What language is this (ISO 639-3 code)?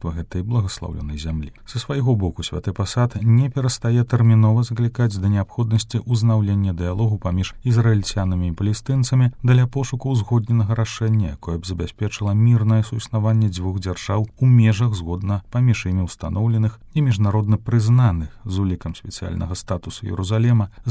bel